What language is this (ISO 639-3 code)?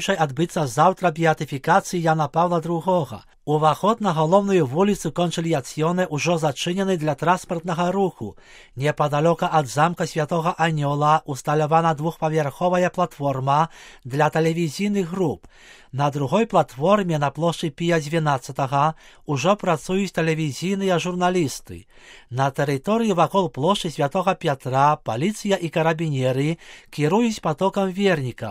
bel